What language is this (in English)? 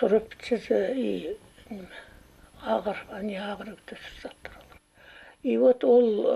Khakas